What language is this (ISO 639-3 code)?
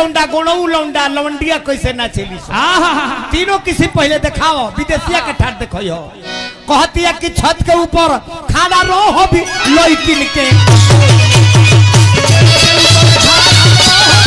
bho